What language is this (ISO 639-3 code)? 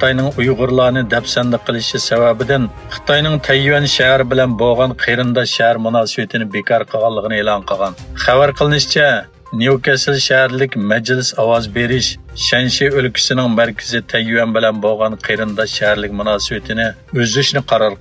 uig